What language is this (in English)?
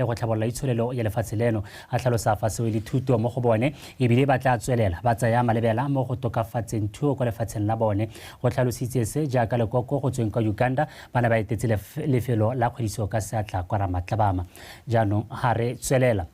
Tswana